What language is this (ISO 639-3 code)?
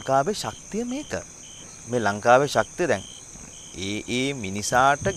sin